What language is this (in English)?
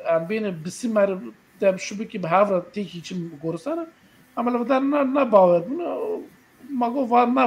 Kurdish